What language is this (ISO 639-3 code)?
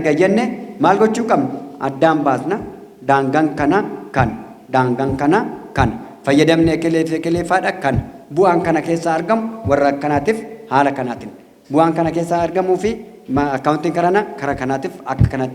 orm